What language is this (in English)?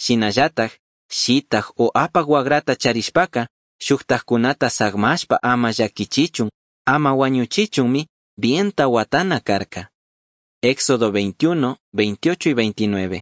Chimborazo Highland Quichua